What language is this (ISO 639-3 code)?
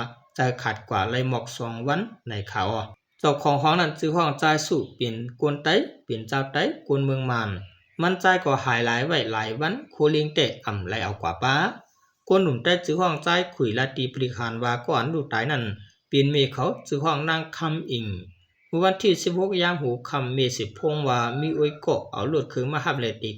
shn